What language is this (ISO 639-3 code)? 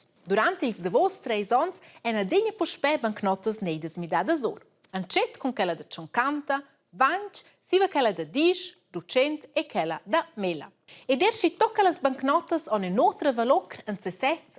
roh